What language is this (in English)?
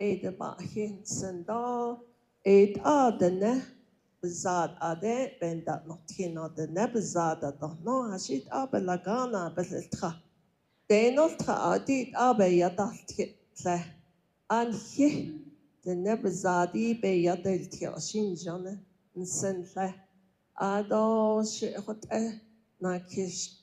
Navajo